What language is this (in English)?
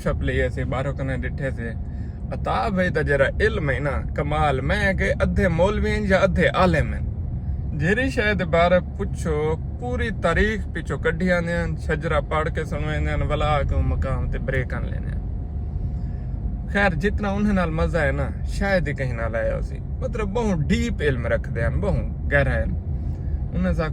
Saraiki